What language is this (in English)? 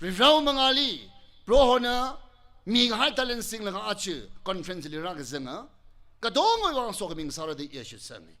Tangkhul Naga (India)